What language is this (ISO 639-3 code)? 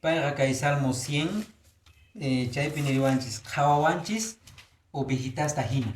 que